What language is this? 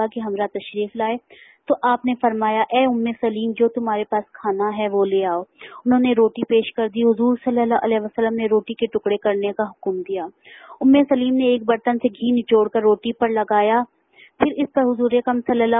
Urdu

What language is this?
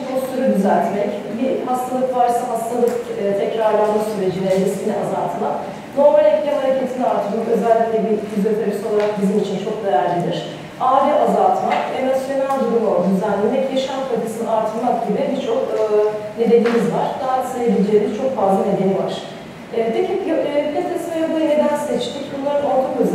Turkish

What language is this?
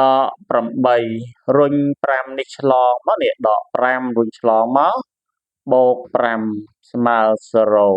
Khmer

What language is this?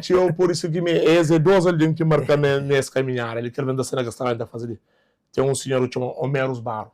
Kabuverdianu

